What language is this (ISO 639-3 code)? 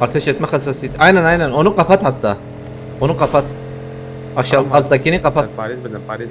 kur